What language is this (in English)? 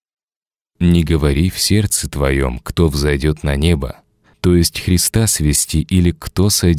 Russian